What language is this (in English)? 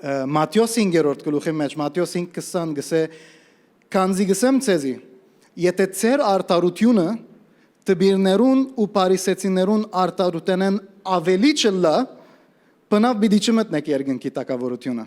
Western Armenian